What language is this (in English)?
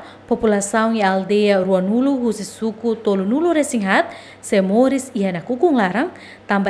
Tetum